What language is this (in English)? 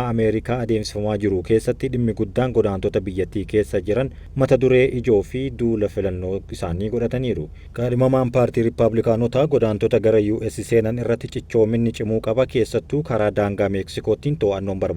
Oromo